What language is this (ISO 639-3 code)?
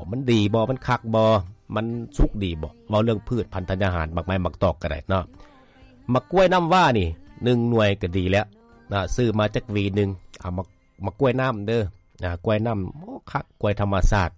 lao